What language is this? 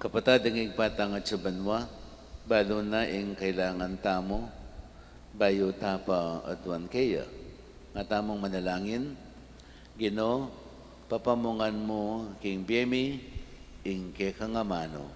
Pampanga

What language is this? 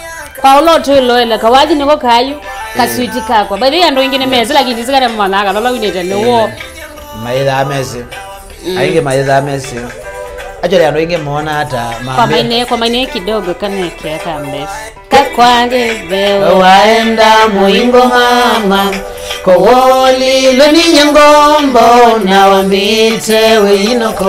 Kamba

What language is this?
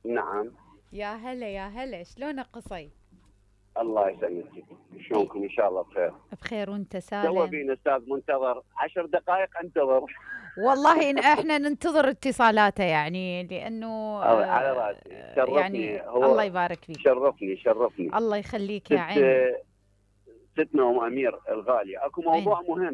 Mesopotamian Arabic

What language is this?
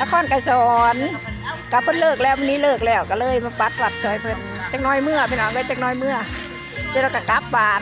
Northeastern Thai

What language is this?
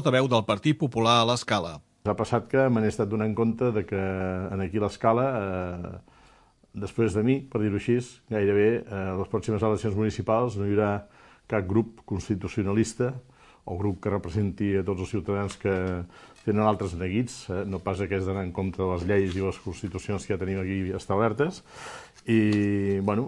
Catalan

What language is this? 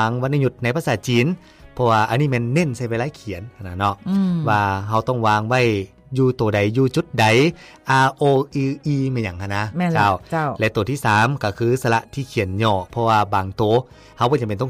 Lao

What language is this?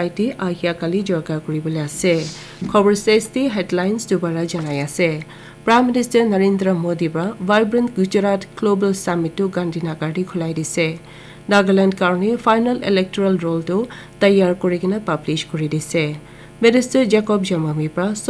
Naga Pidgin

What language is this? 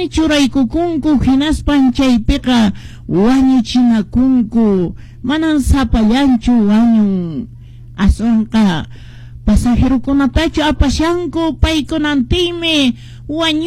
Quechua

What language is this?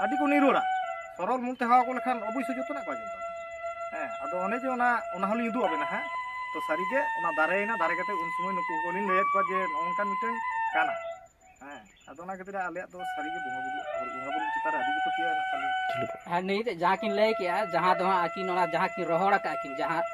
Santali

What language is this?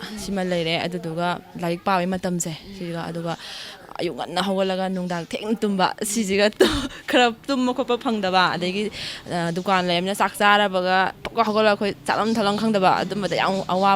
Manipuri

